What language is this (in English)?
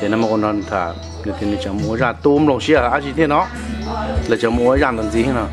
Hmong